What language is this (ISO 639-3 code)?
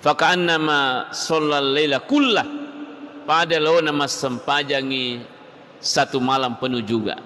bug